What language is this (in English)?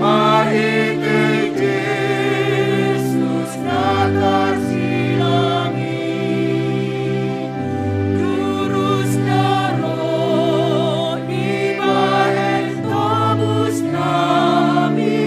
Batak Simalungun